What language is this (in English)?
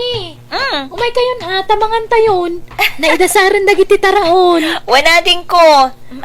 Iloko